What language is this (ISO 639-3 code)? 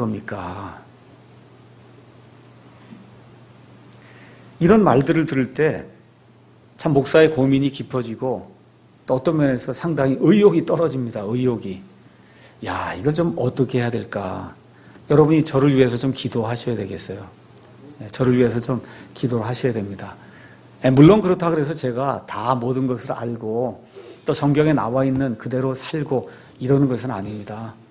kor